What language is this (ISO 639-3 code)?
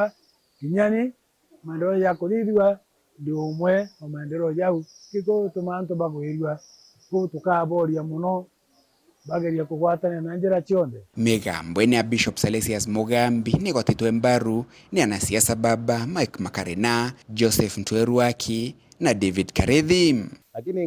mer